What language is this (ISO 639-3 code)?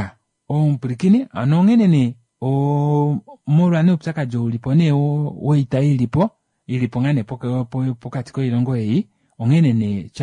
kua